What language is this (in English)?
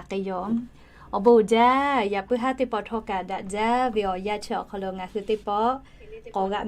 Lahu